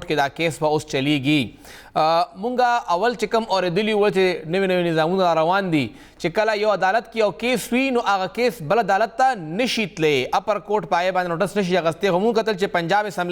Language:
Pashto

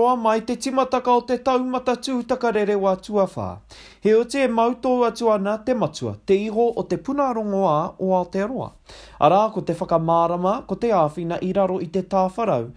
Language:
Māori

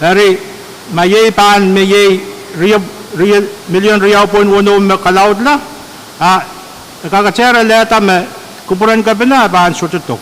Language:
Pohnpeian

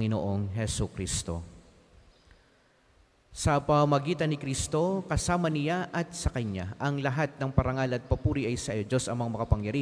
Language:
Filipino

